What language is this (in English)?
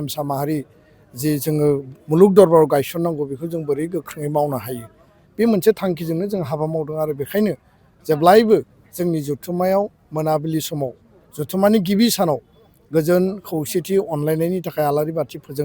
Bodo